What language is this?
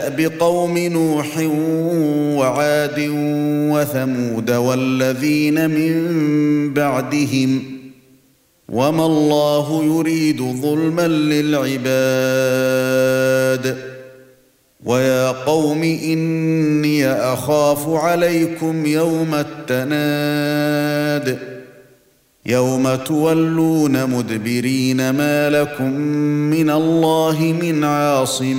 Arabic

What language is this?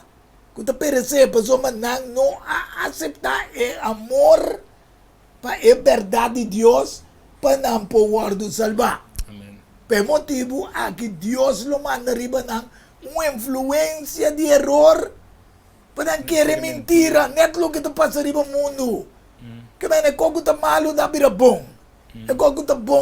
Papiamento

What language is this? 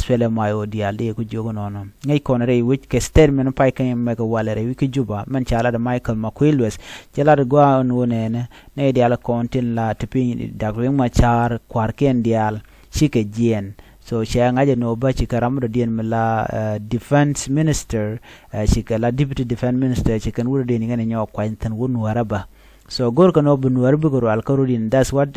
Nuer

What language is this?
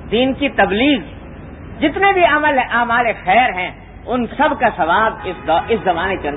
Urdu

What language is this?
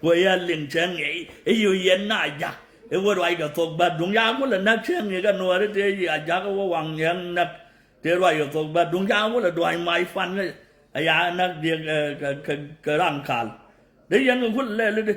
Nuer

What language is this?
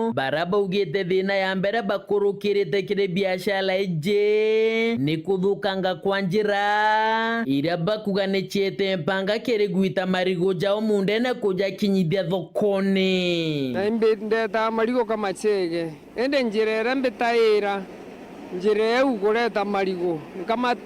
Meru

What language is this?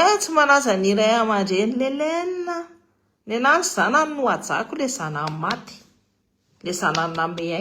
Malagasy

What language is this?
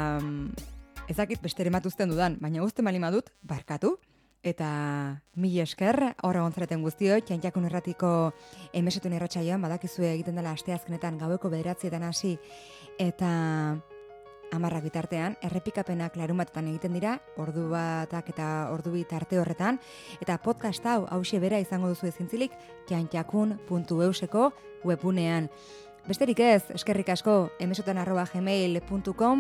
Basque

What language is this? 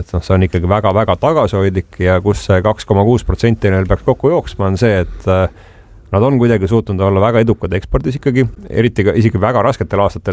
Estonian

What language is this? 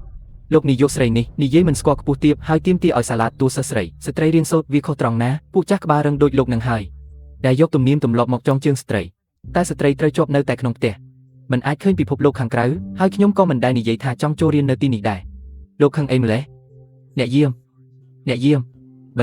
Khmer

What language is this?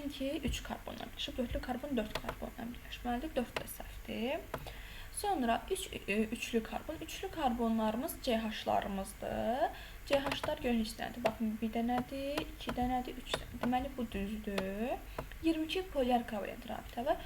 Azerbaijani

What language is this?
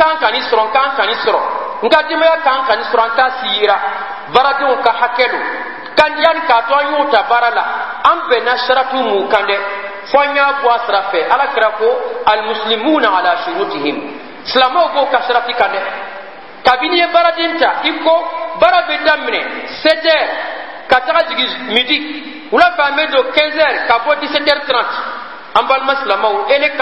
Bambara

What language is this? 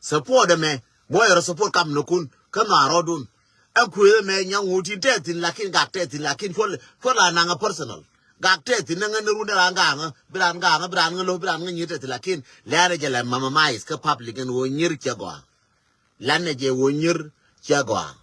Nuer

